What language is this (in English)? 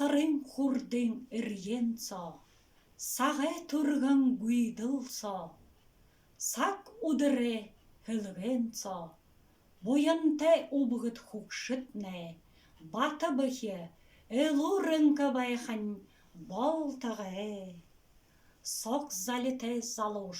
Buriat